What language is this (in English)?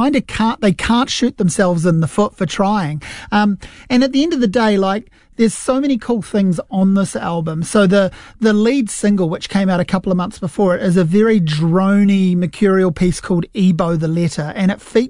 English